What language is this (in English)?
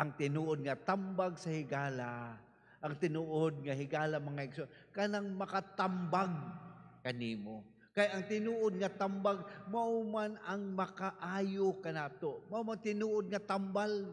Cebuano